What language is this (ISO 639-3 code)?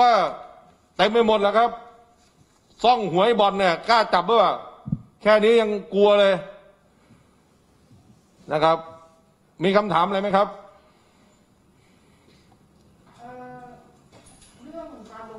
tha